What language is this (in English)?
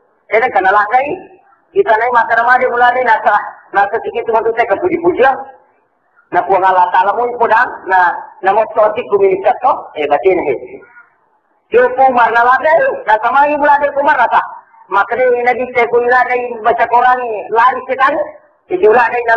Buginese